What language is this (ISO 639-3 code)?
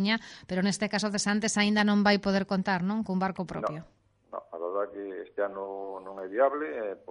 glg